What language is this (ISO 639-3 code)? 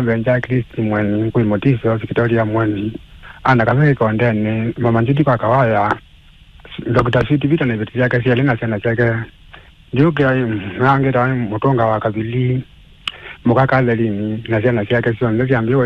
kam